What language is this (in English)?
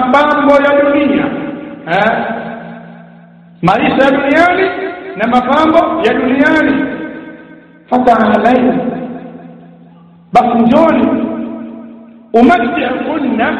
Swahili